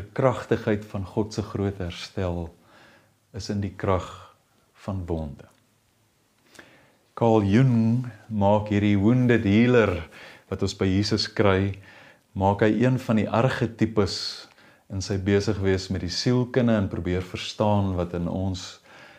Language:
Afrikaans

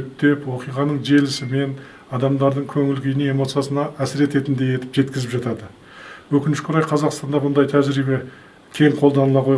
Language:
Kazakh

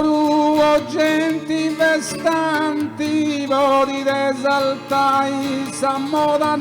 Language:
Sardinian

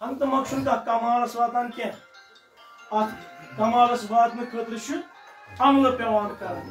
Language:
Kashmiri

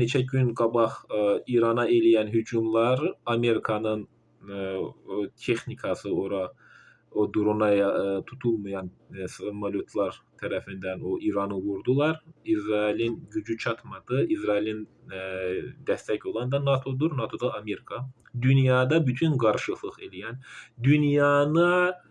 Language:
Azerbaijani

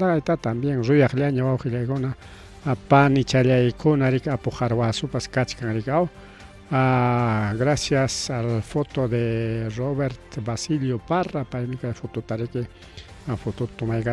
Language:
Ayacucho Quechua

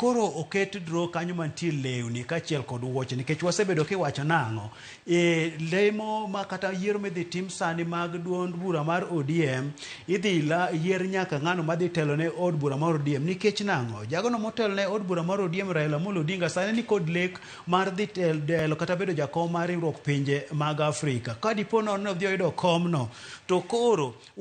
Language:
Luo (Kenya and Tanzania)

